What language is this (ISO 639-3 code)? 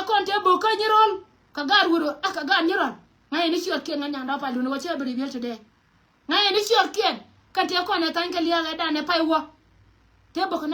nus